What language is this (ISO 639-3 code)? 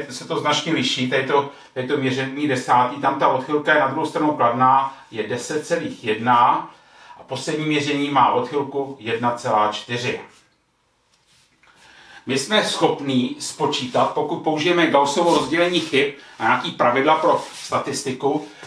ces